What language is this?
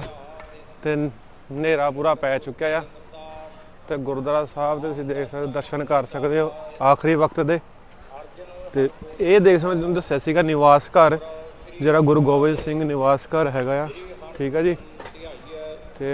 Punjabi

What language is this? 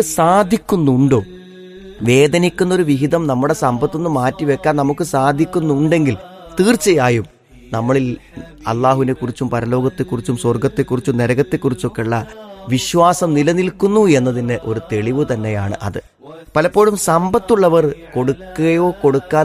Malayalam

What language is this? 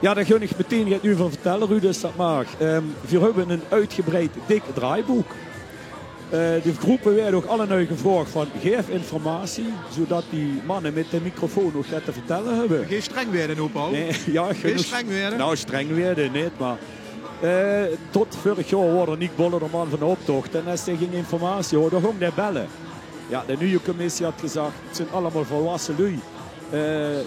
Limburgish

